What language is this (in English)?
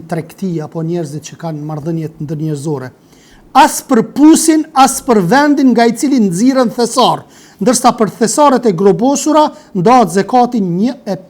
Albanian